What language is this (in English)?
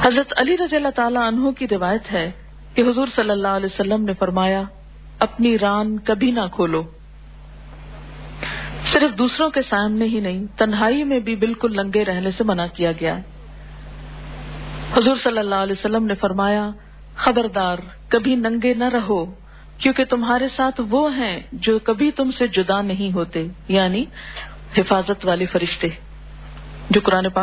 Urdu